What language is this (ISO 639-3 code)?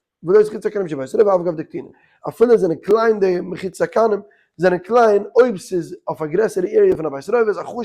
yid